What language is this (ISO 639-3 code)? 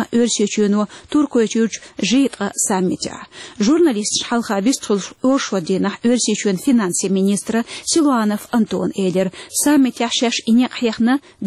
che